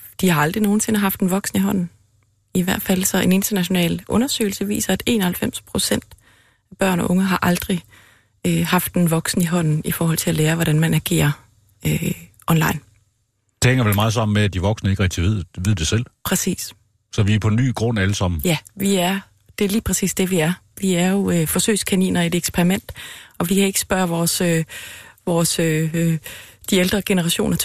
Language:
Danish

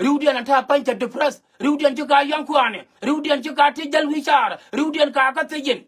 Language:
Nuer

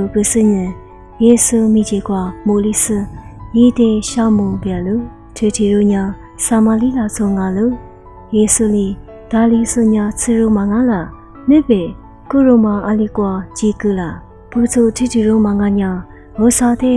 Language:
Lisu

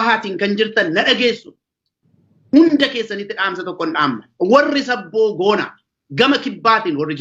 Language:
Oromo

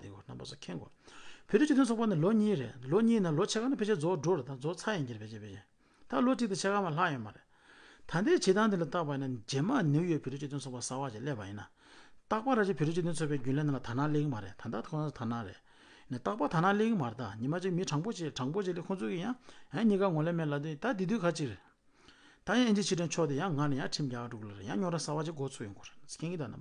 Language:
Tibetan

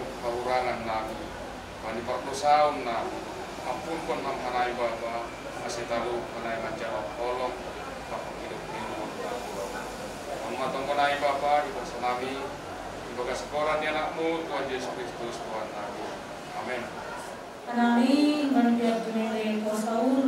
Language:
Batak Simalungun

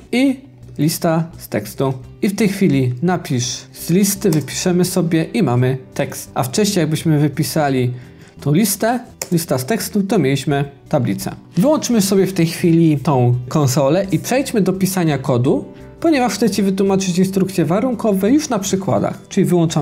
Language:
Polish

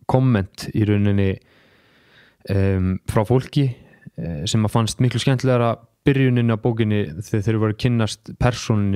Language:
Icelandic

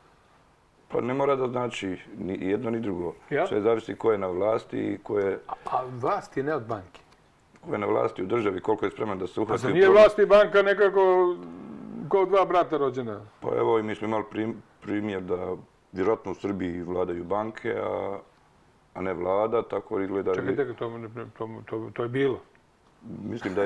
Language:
Serbian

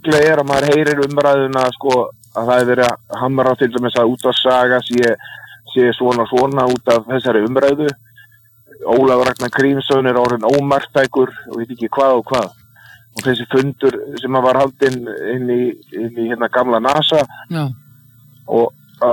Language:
Icelandic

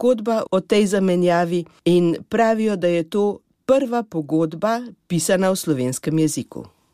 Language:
Slovenian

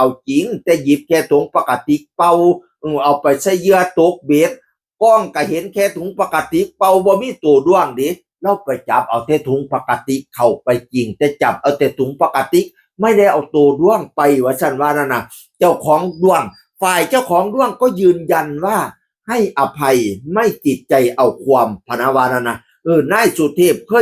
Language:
Northeastern Thai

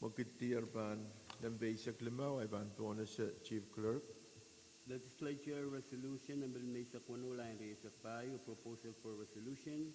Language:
Pohnpeian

